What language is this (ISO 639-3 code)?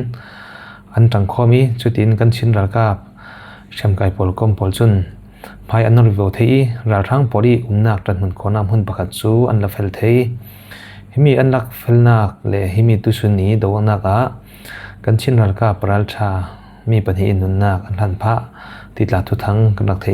cfm